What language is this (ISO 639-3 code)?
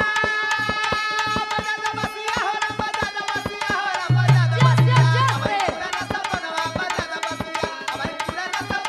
bho